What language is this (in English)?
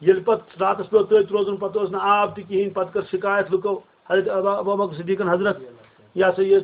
Kashmiri